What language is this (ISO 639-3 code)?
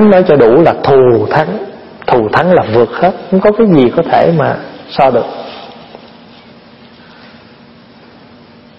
vie